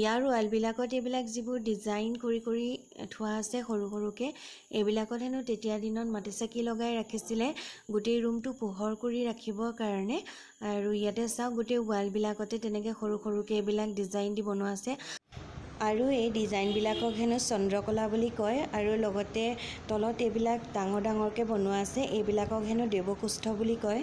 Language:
Assamese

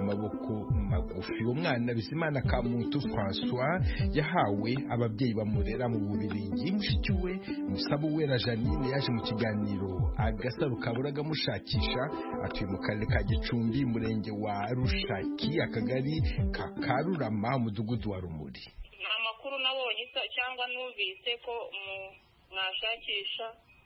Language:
Kinyarwanda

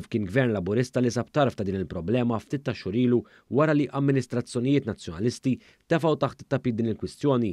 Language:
Maltese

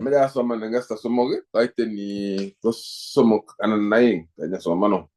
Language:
Kalenjin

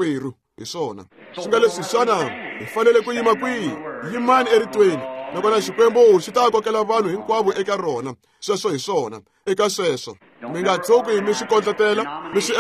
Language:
Tsonga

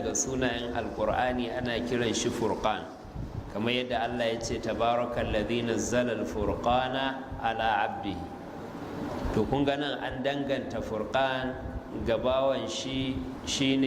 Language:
Hausa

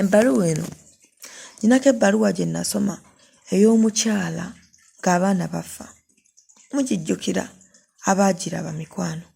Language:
Ganda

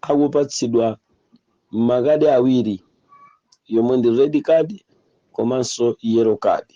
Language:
Nyanja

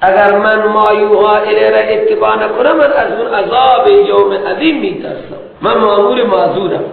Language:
Persian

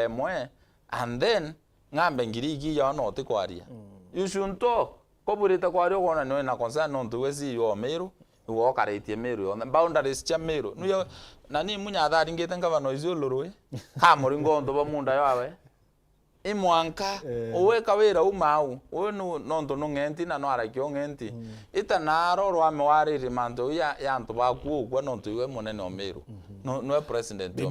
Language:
Meru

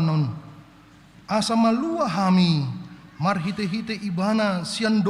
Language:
Batak Toba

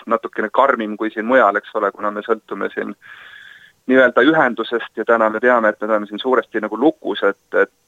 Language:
Estonian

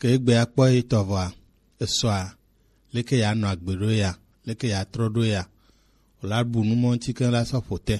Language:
Gen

